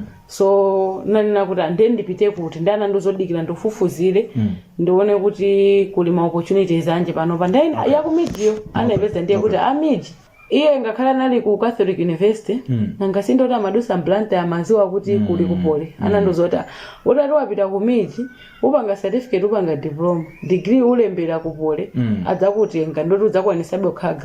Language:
Nyanja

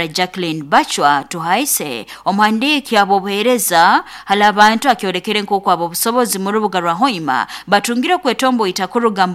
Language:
Nyoro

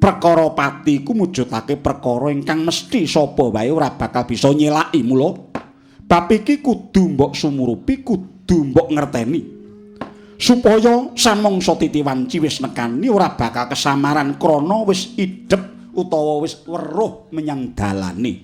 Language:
Javanese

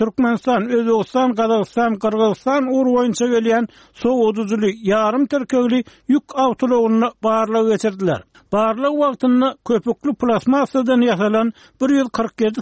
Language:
Turkmen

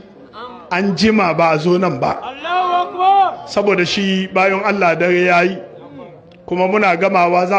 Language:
Hausa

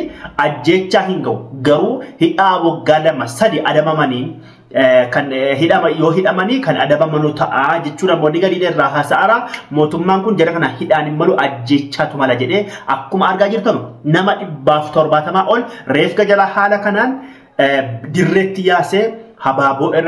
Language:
Oromo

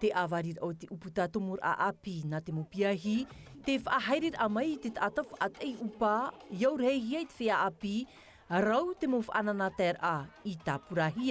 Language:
Tahitian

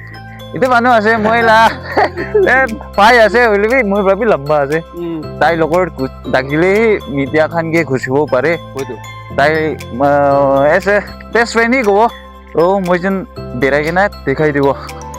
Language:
Naga Pidgin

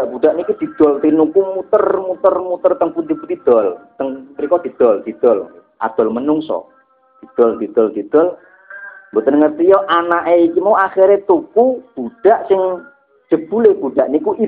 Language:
Javanese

